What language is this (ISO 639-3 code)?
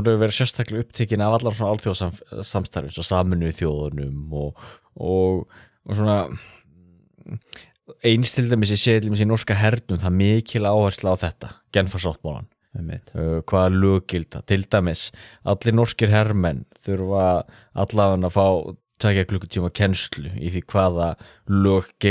isl